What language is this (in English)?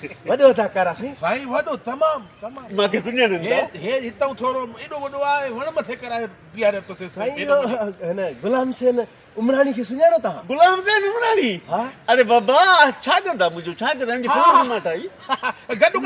Sindhi